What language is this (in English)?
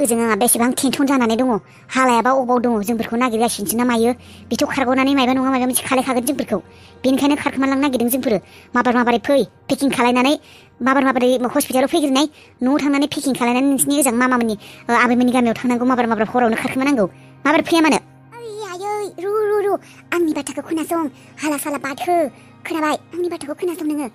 Bodo